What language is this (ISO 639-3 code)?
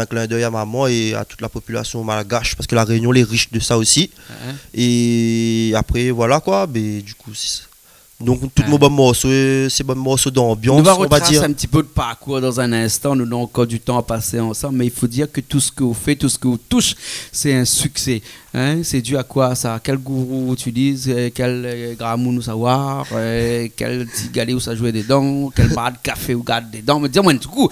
rcf